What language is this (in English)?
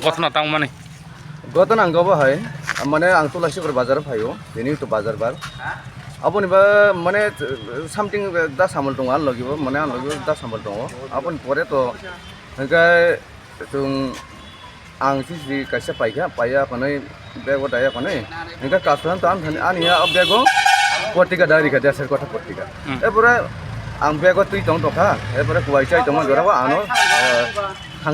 Kok Borok